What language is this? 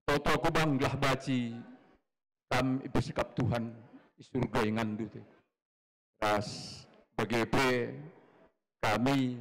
Batak Karo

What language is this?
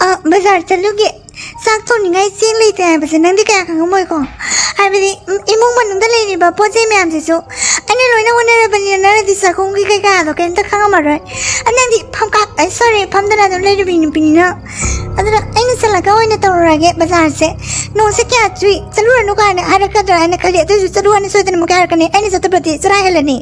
Manipuri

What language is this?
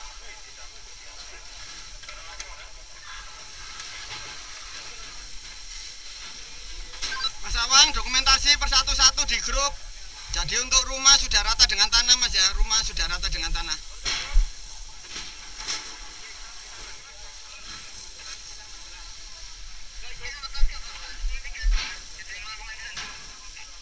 Indonesian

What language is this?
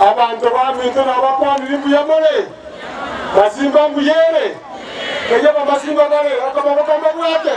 Gusii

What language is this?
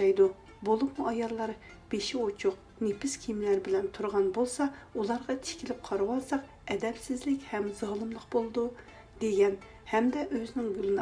Uyghur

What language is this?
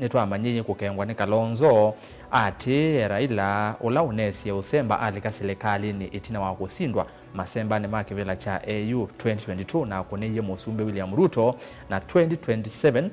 Kamba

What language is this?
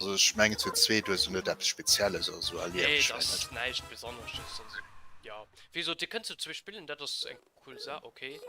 Luxembourgish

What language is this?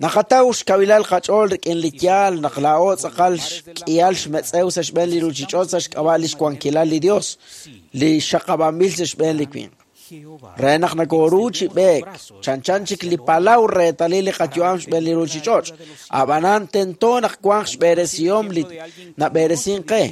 Kekchí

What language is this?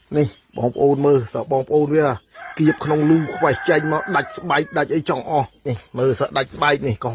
Khmer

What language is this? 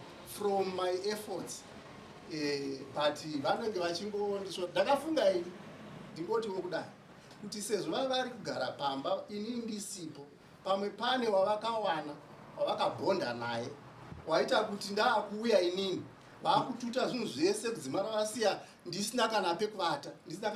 Shona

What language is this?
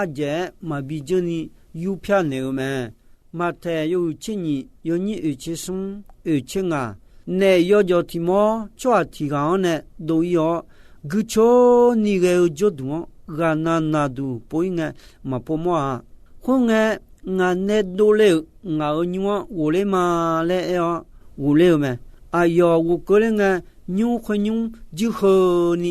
Akha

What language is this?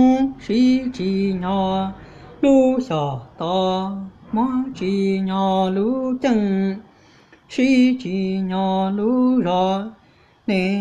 Hmong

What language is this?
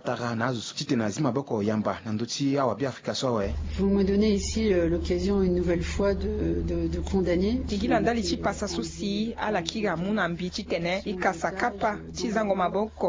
Sango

